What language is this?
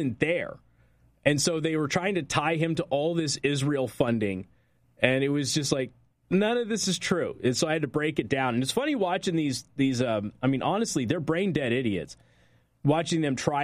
English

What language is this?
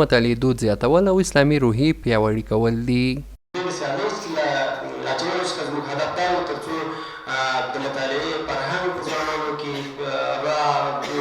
Pashto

